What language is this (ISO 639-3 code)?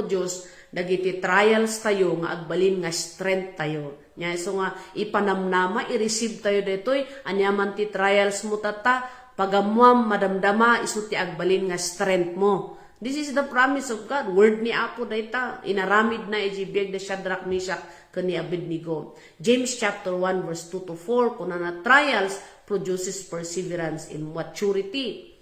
ilo